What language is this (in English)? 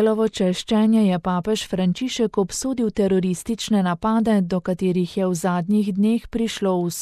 Slovenian